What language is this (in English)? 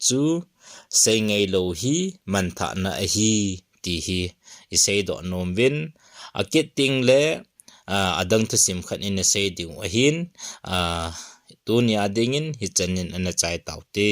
Thado Chin